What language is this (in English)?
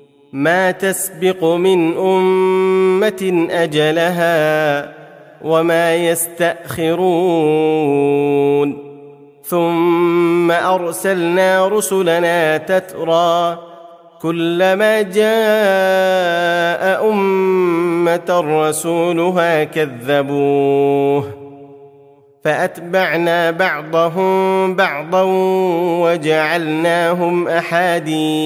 Arabic